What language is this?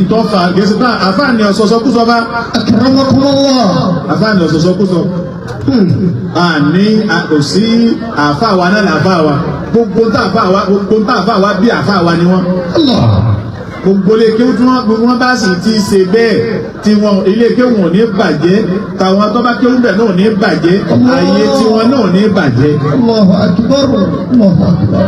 Yoruba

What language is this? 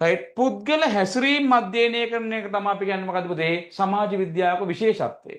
Sinhala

